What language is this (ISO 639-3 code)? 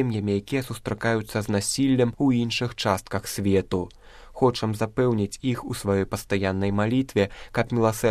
bel